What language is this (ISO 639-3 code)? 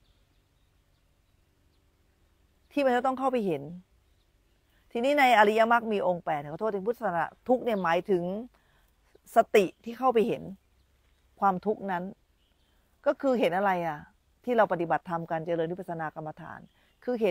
tha